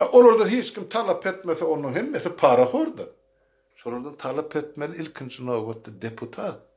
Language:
Turkmen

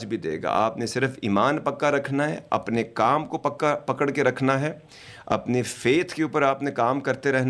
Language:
Urdu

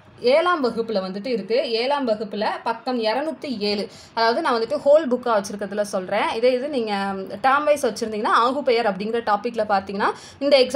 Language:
Tamil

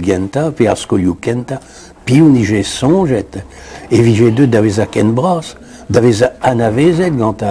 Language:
Breton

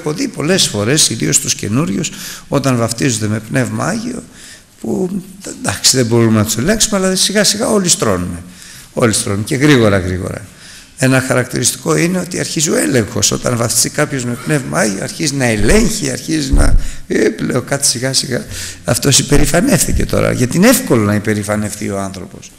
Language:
Greek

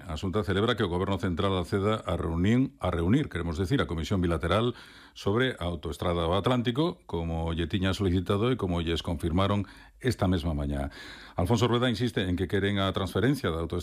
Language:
Galician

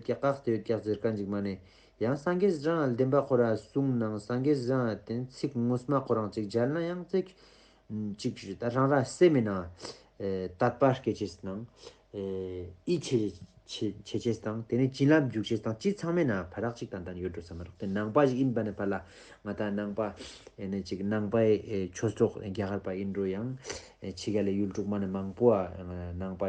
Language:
Ladakhi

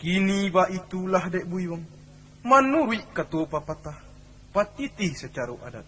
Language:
Minangkabau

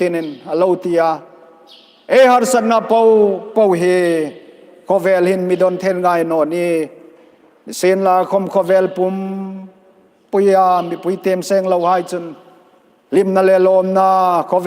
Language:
Hmar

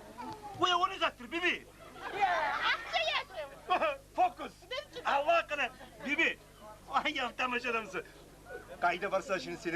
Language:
Kumyk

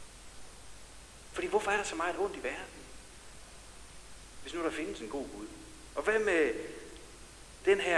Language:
Danish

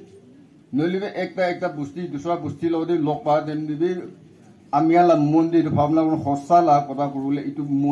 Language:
Naga Pidgin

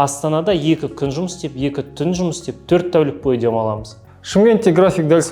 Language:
Kazakh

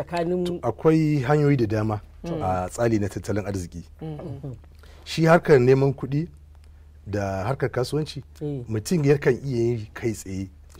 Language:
Hausa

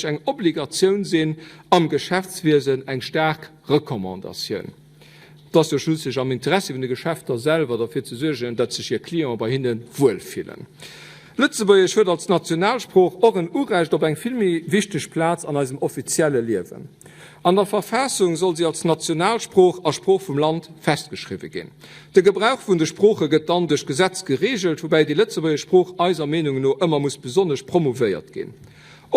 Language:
Luxembourgish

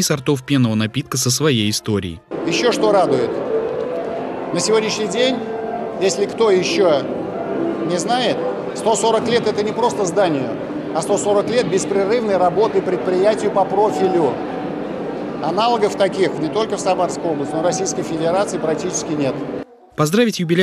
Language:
Russian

